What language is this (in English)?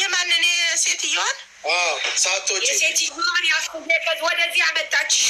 Amharic